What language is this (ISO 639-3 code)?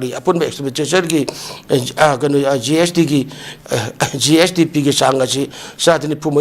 mni